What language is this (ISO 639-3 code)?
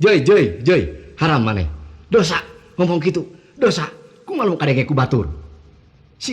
sun